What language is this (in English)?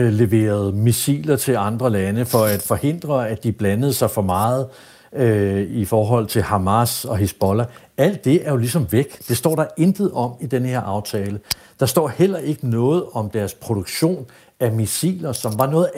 Danish